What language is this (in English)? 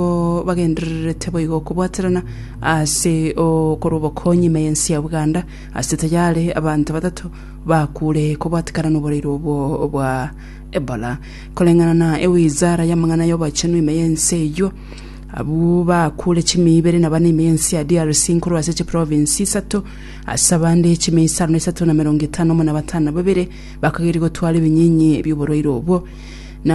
Gusii